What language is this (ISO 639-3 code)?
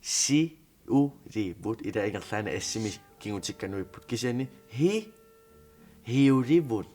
kal